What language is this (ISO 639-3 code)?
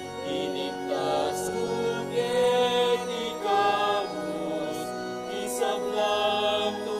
pam